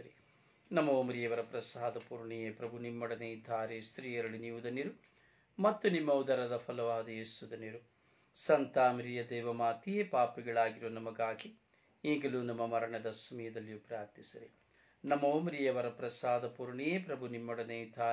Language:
Kannada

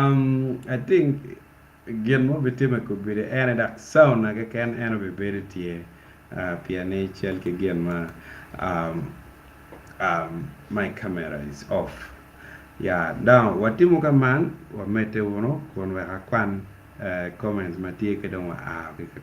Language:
Acoli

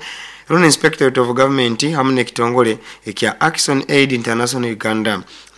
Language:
Nyoro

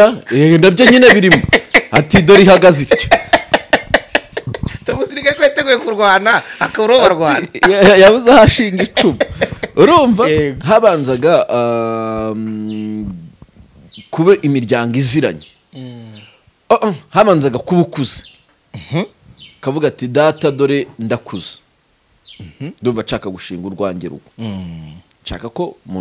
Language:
Kinyarwanda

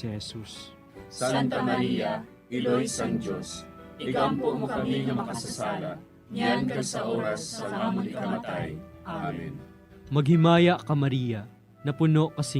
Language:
Hiligaynon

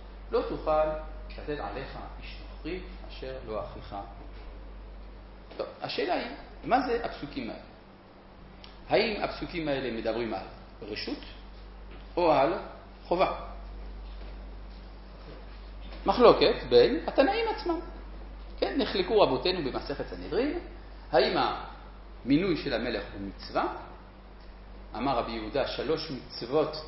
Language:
Hebrew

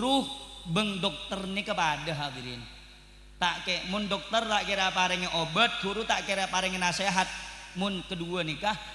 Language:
Madurese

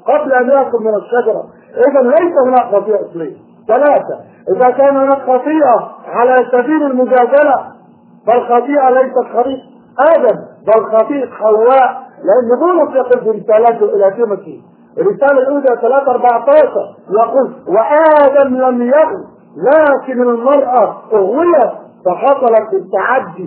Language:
Arabic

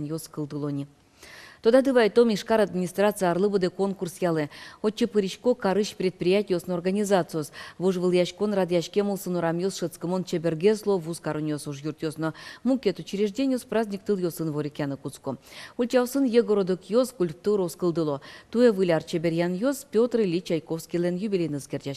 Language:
Udmurt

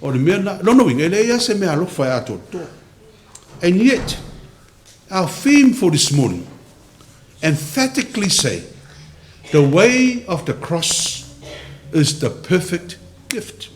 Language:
Samoan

